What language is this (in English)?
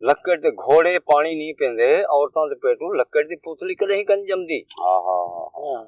Saraiki